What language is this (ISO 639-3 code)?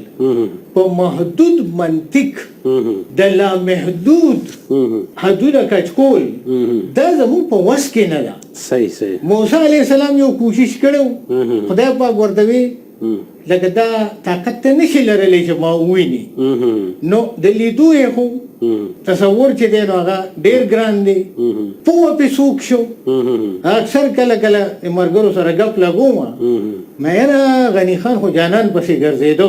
pus